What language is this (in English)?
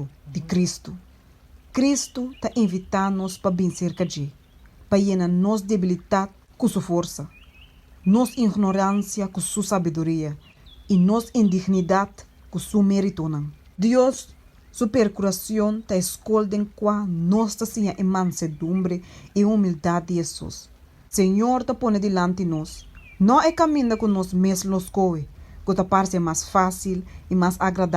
Papiamento